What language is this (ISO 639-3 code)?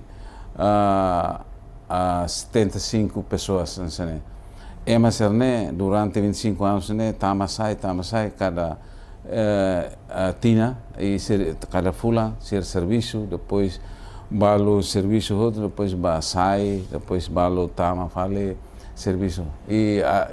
tet